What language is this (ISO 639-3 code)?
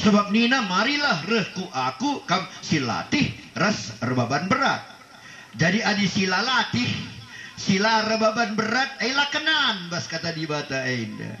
btx